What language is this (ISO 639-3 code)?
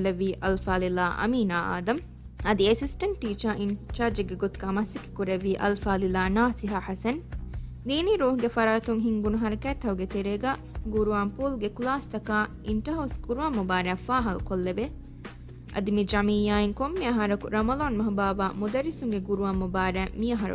div